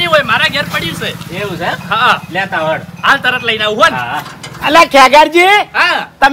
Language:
Gujarati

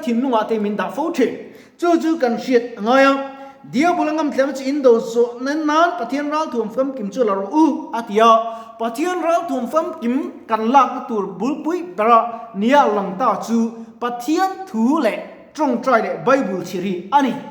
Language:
Mizo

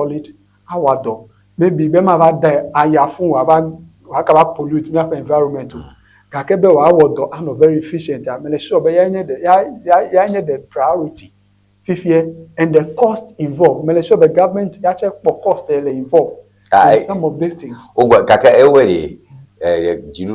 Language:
Ewe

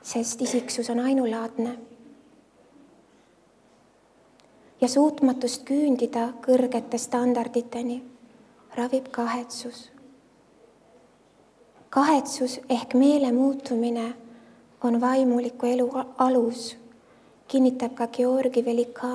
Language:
Estonian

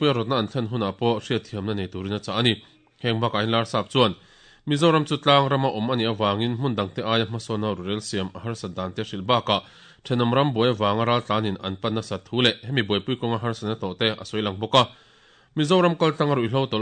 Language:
Mizo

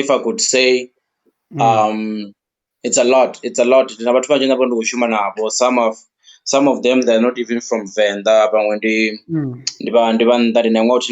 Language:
Venda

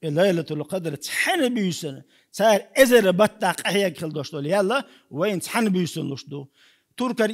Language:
Chechen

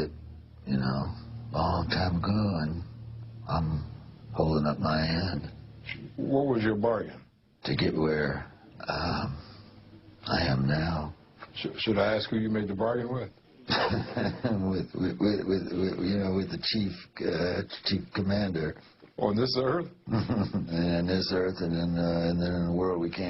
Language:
Khasi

